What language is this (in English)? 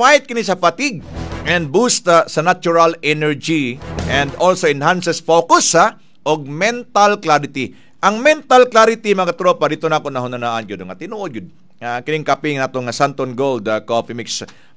Cebuano